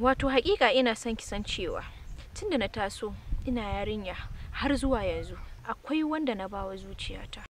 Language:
Hausa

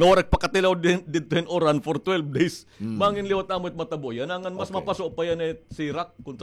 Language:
Waray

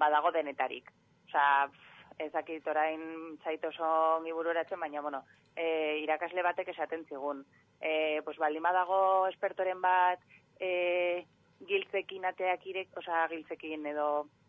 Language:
Basque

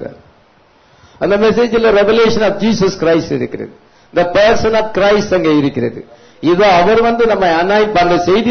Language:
Tamil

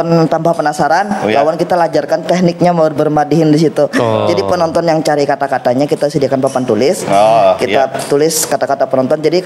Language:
Banjar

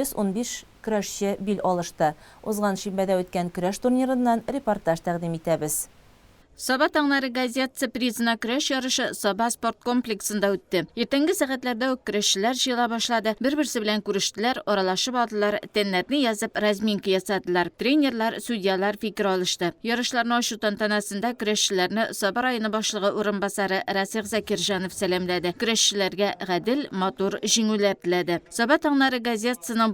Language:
Tatar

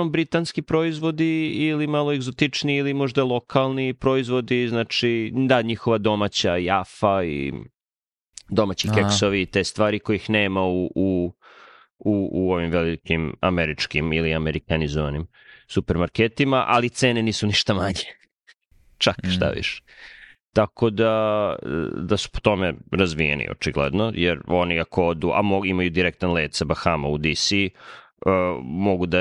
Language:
Serbian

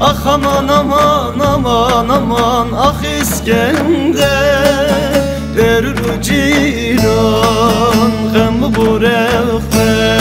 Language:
Zaza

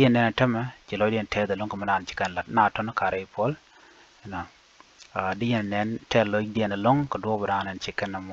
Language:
Nuer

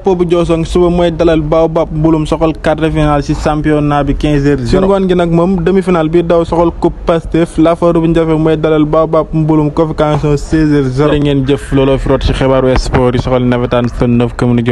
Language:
Wolof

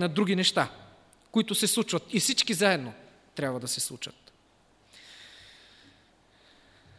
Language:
Bulgarian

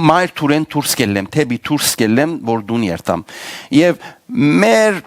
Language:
Western Armenian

